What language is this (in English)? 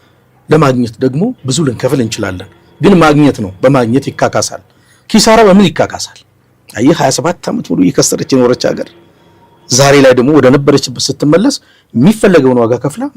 Amharic